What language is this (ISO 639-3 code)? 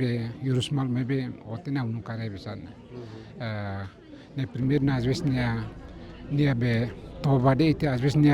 tet